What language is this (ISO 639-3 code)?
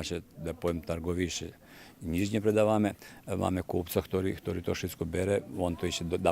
rue